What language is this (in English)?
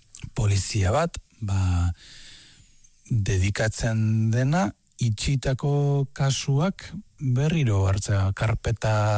Basque